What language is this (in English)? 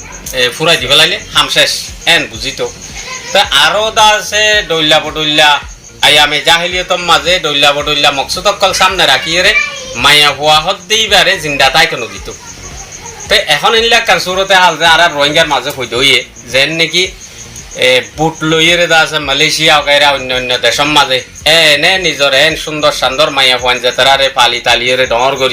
Rohingya